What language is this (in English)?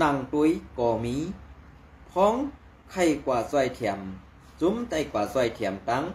Shan